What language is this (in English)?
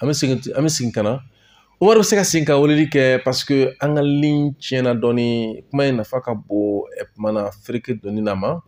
Bambara